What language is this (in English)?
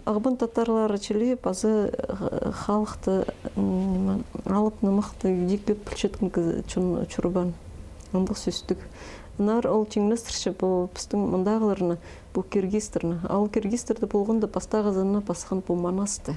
Khakas